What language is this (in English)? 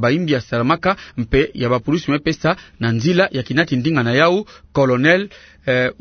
Kituba (Democratic Republic of Congo)